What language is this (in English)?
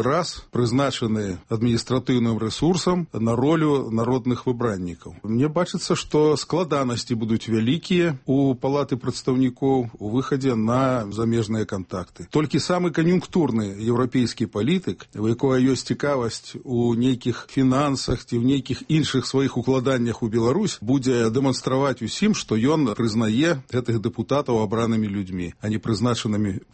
Belarusian